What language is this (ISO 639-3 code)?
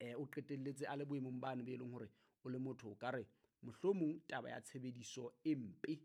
sot